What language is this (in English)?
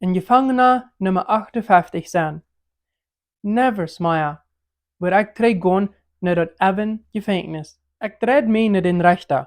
Plautdietsch